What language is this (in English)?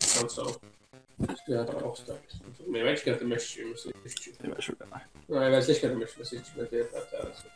Faroese